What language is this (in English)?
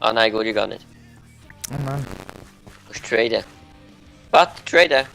Swiss German